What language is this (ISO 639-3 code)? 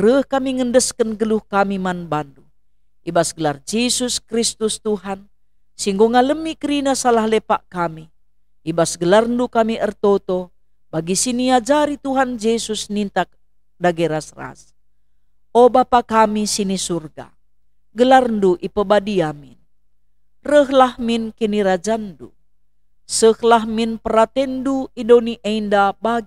btx